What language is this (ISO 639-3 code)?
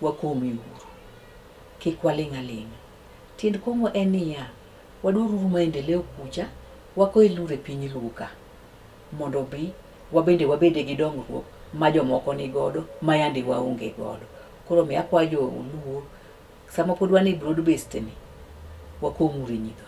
luo